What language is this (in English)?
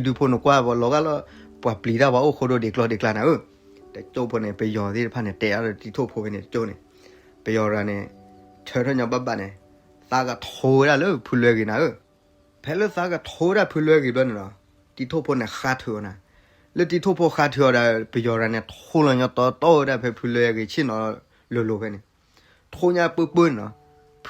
S'gaw Karen